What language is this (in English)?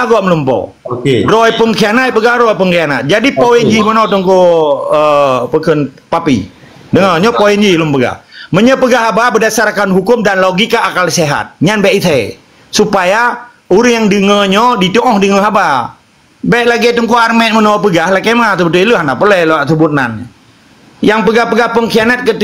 Achinese